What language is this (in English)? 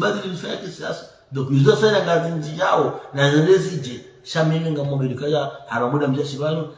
Ngazidja Comorian